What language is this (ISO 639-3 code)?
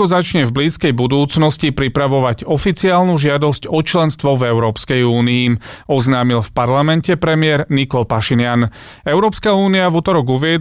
slk